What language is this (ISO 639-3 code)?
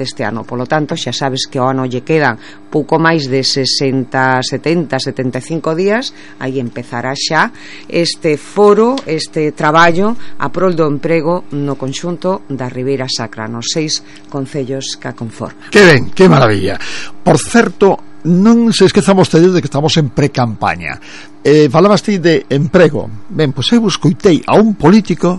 glg